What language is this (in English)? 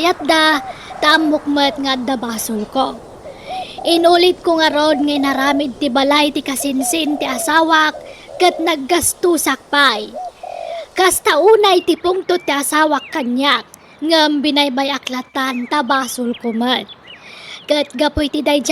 Iloko